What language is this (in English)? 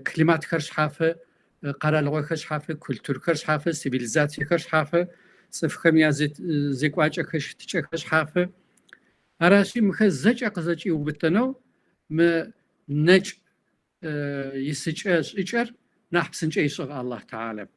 Kabardian